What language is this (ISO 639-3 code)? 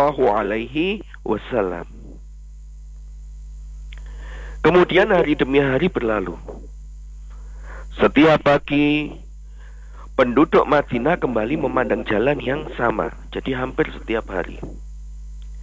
ind